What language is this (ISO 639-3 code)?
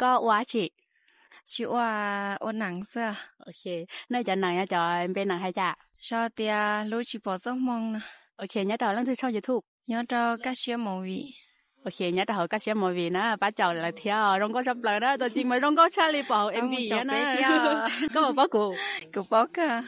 hmn